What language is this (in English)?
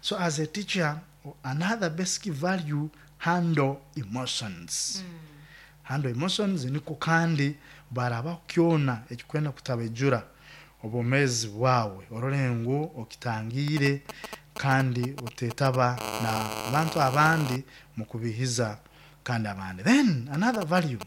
Nyankole